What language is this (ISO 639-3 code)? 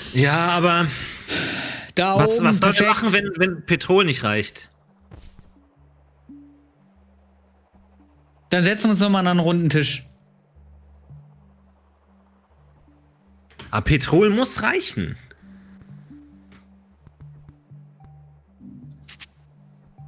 deu